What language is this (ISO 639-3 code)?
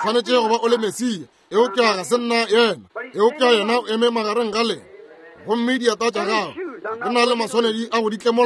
nso